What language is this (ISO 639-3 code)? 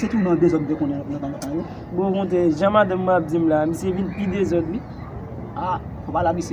hat